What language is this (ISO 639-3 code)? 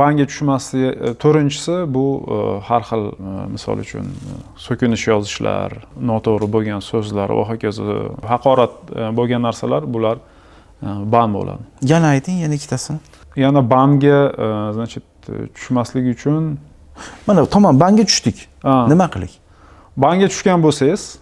uzb